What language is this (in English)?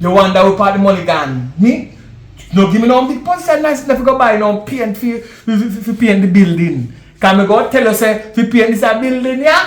Jamaican Creole English